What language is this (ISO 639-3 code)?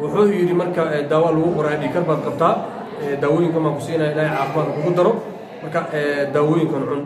som